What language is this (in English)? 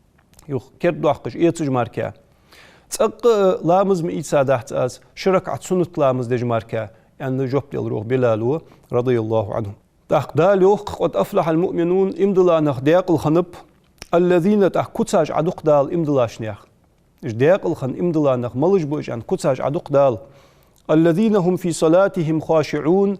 Ingush